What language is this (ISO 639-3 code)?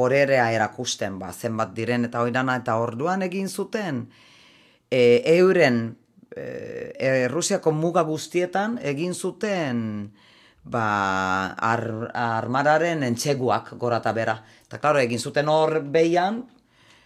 eus